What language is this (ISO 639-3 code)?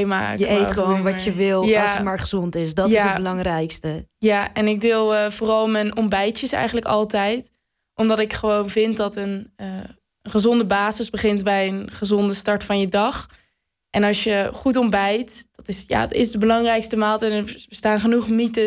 nld